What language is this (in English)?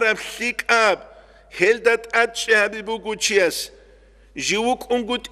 Avaric